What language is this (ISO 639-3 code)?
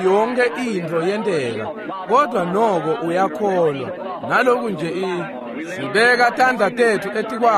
ssw